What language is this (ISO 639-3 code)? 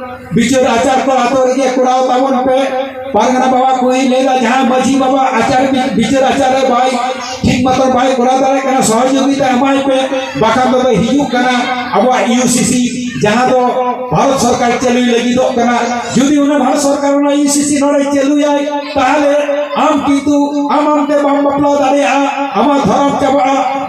sat